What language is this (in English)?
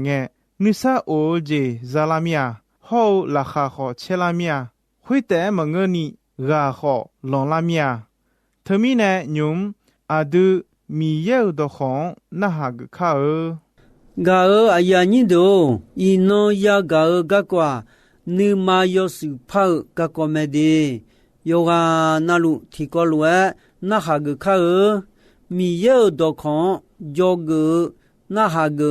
Akha